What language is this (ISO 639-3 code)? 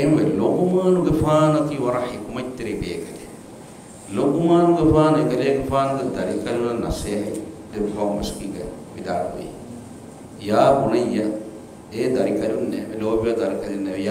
div